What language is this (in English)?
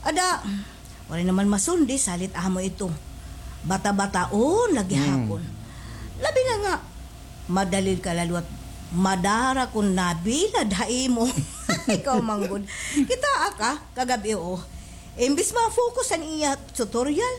Waray